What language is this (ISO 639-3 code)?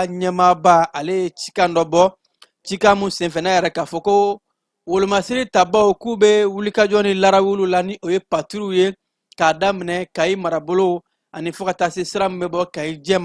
bam